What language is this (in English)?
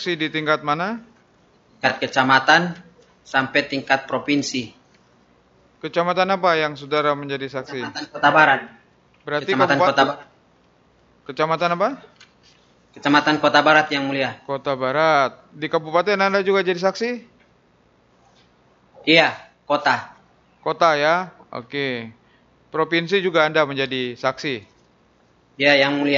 Indonesian